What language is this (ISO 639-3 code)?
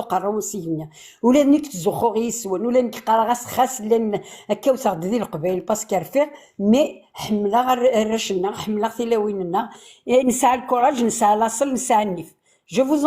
kab